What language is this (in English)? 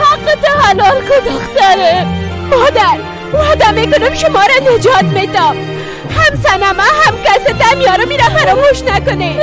Persian